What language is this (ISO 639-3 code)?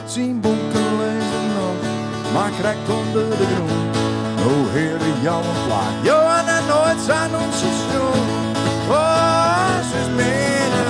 fry